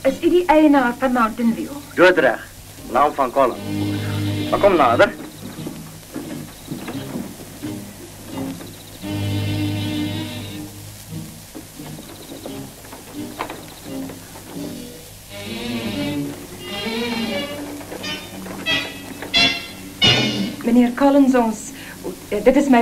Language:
Afrikaans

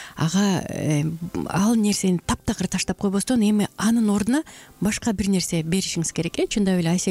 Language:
Kyrgyz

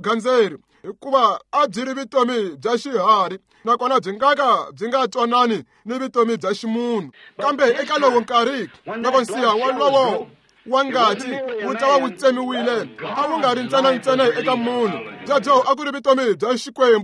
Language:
Tsonga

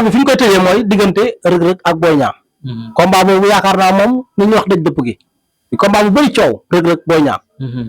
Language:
Wolof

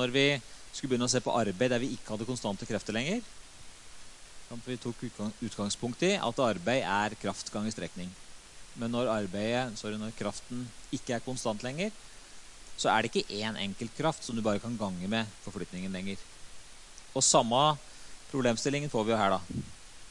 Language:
Norwegian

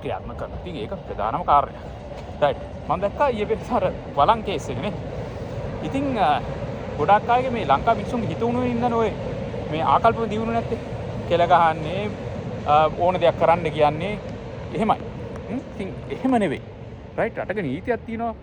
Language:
Sinhala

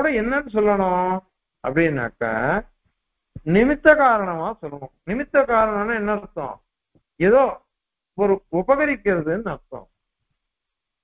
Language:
Tamil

